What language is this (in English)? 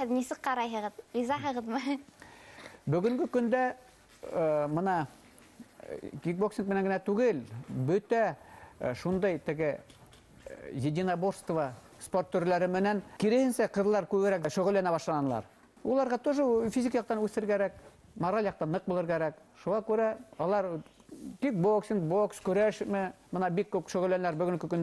Bashkir